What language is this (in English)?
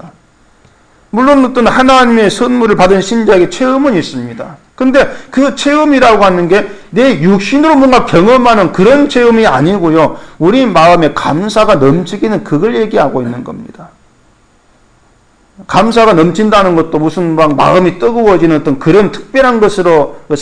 Korean